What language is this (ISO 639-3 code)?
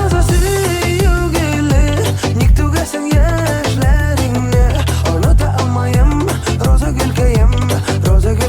tat